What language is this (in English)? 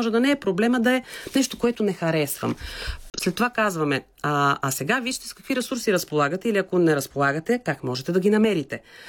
Bulgarian